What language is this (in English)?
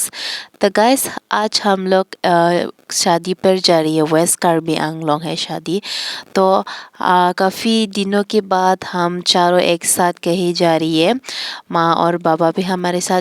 Karbi